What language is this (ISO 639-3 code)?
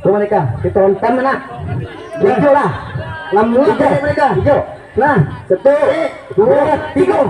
min